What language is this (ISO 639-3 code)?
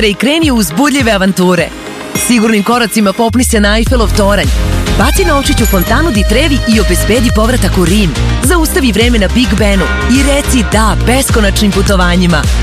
srp